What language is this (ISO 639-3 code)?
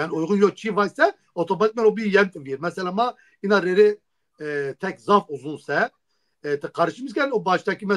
zza